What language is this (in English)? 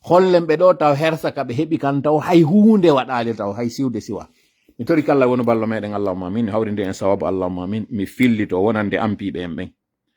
Pular